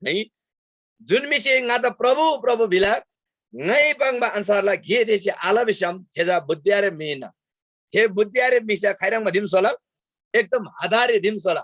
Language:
Eastern Tamang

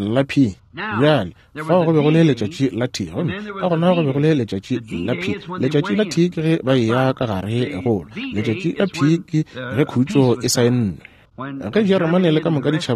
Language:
Northern Sotho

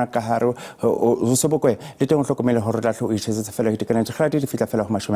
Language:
Southern Sotho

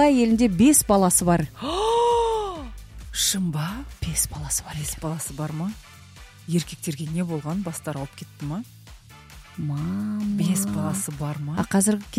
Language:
Kazakh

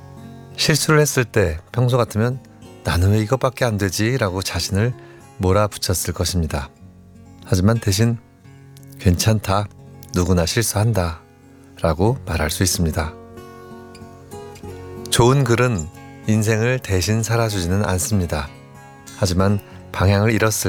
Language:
Korean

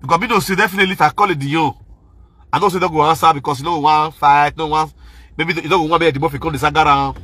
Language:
Nigerian Pidgin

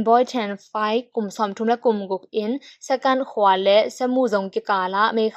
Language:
Tedim Chin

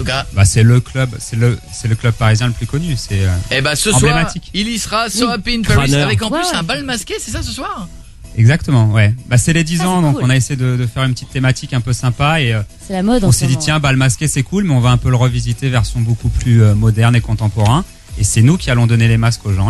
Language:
French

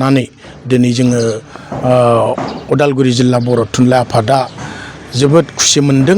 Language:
Bodo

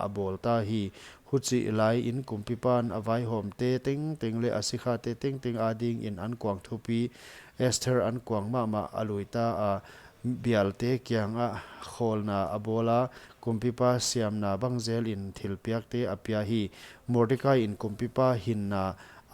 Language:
Paite Chin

